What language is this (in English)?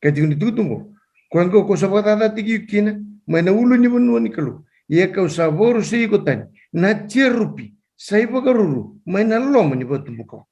Fijian